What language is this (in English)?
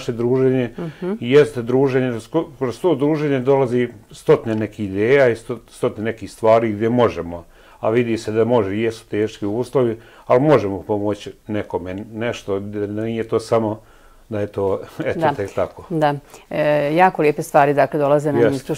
Serbian